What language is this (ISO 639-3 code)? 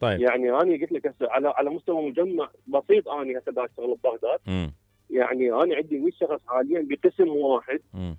acm